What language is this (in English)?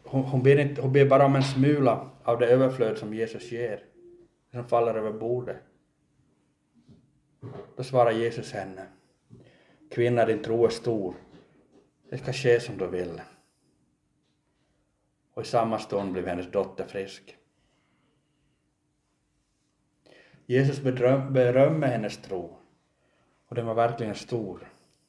Swedish